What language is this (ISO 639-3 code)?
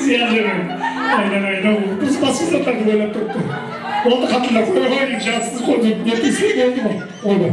kaa